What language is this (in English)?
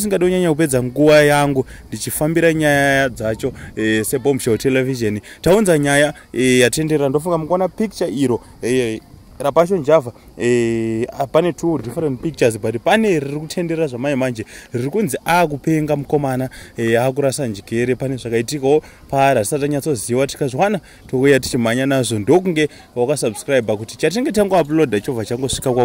Shona